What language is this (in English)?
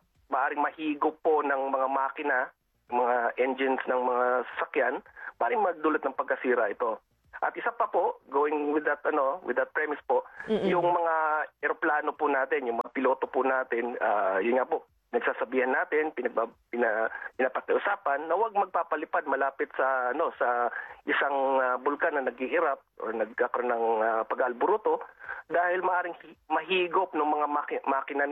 Filipino